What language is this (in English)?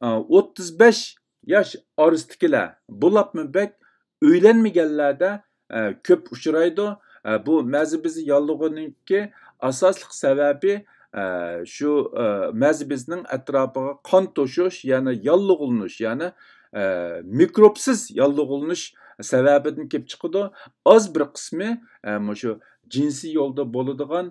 Uyghur